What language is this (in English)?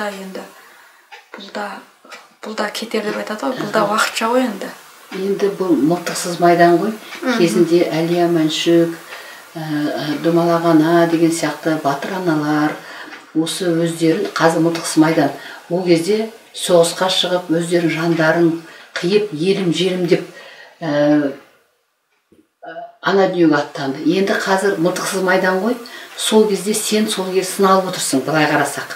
Kazakh